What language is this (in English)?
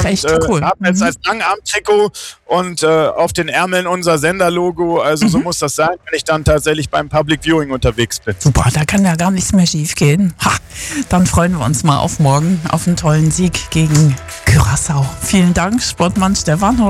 German